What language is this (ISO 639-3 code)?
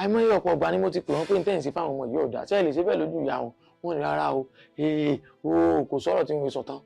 yor